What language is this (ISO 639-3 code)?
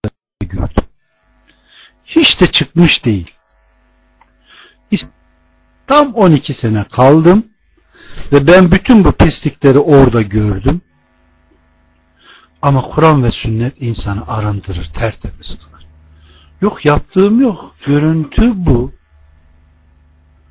tur